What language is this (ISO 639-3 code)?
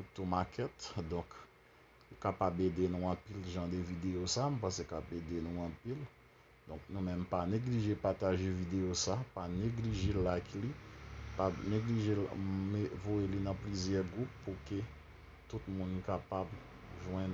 hat